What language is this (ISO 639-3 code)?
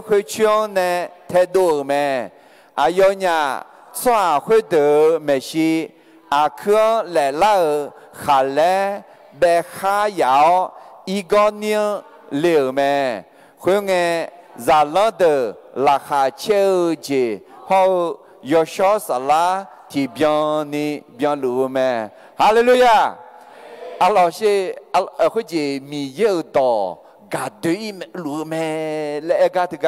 ahk